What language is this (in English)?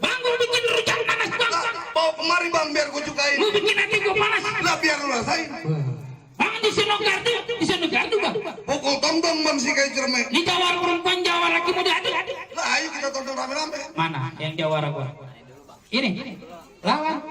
Betawi